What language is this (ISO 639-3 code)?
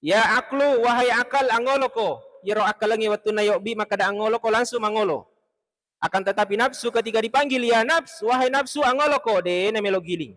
bug